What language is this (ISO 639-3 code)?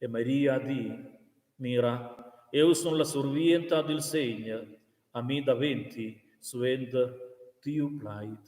roh